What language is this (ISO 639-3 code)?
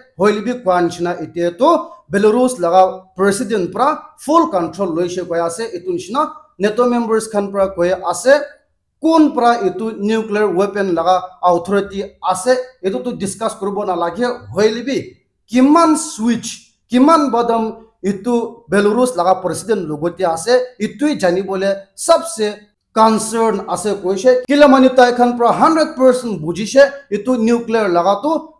nag